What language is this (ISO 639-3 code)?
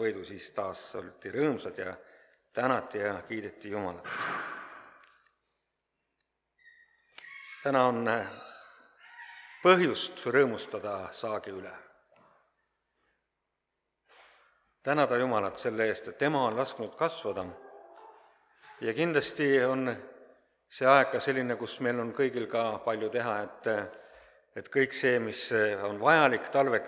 est